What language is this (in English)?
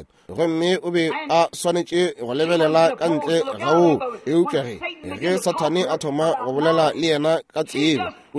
Northern Sotho